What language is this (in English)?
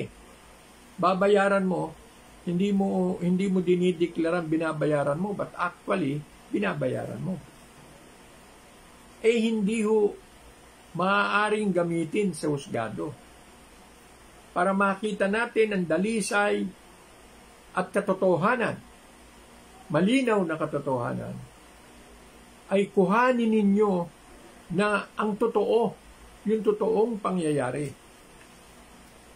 Filipino